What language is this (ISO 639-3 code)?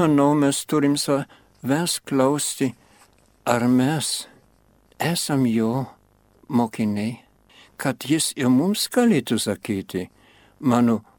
lit